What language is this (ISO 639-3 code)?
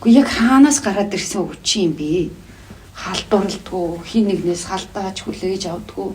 mon